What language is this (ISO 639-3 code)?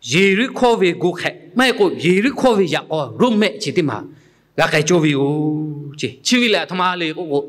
lhu